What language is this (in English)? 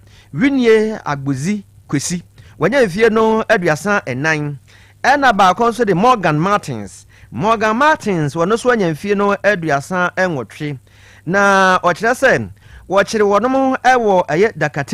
Akan